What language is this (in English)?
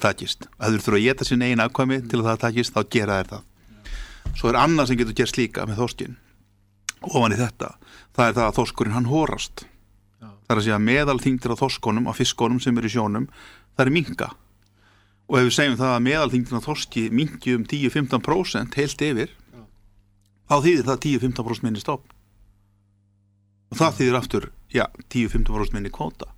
Icelandic